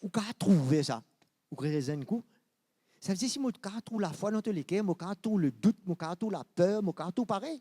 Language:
Morisyen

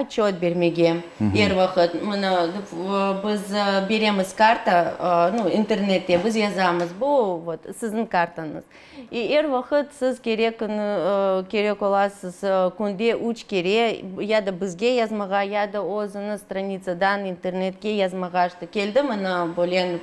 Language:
Crimean Tatar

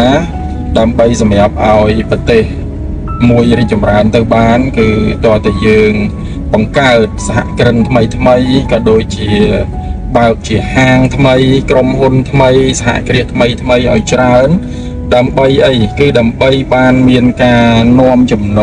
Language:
Khmer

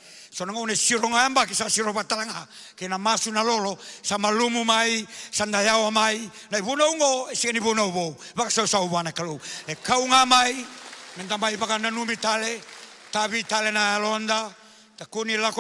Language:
Fijian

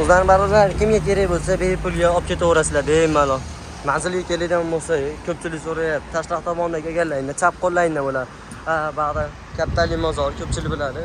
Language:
Uzbek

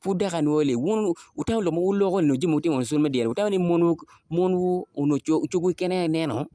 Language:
Acoli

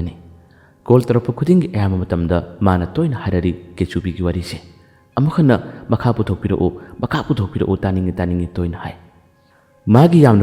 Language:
Manipuri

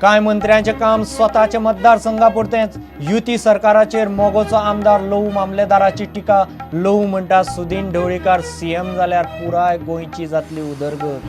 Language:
Konkani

